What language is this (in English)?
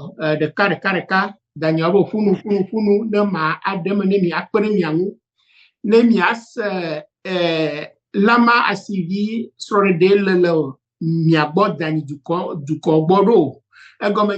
Ewe